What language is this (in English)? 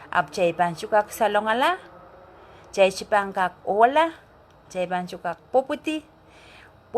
Pohnpeian